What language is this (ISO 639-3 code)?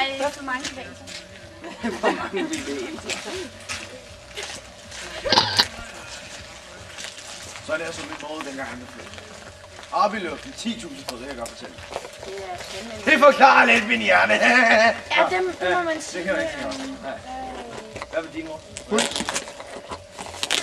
dan